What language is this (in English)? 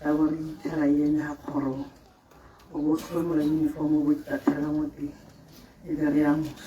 Tswana